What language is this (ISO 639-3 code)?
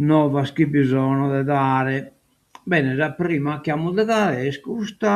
srd